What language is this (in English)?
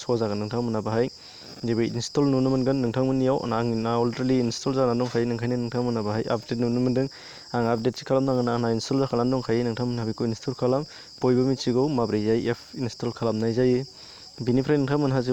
Bodo